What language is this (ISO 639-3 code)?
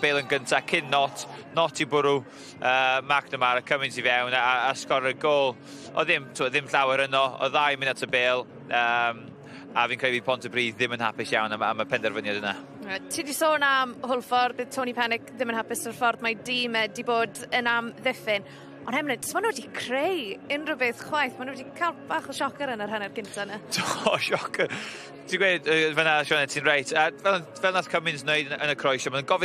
cym